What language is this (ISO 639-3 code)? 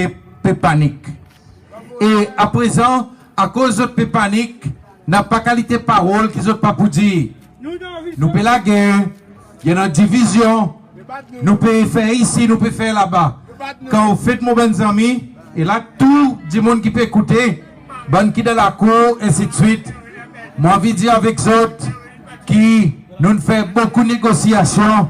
crs